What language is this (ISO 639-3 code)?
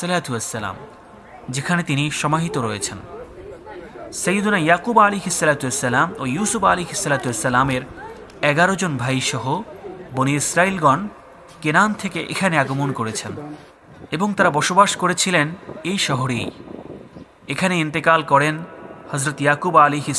ben